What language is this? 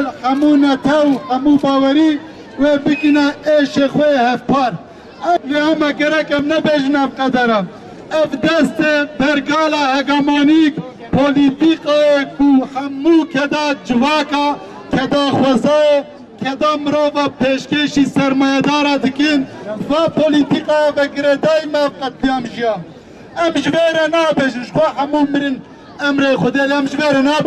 Kurdish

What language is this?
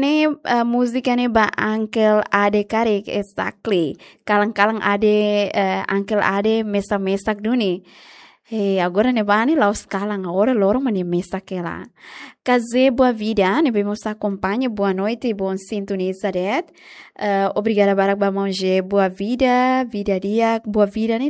Tetum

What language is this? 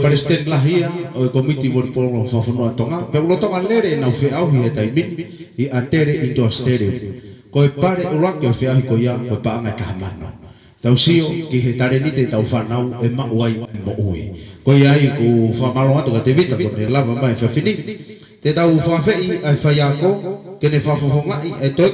Tongan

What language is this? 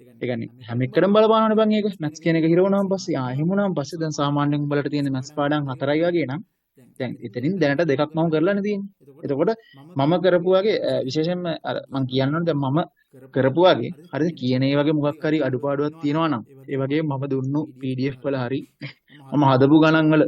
Sinhala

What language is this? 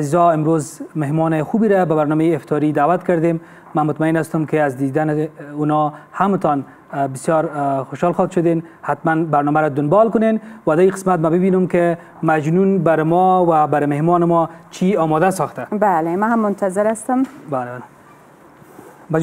Persian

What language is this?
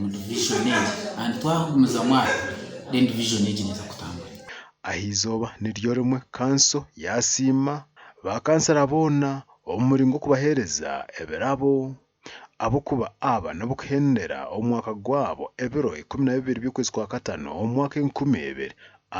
Nyankole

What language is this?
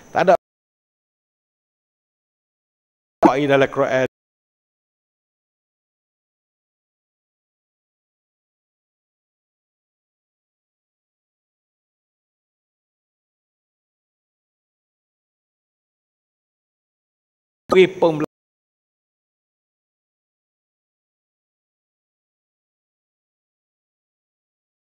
Malay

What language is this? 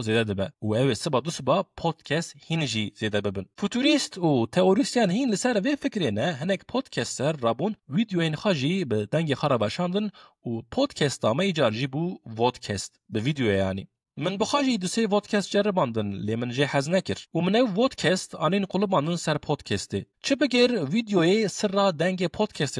Kurdish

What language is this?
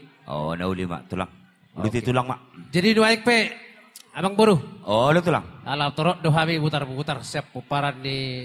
Batak Toba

